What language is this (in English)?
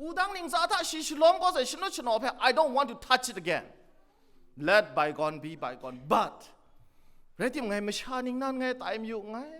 Kachin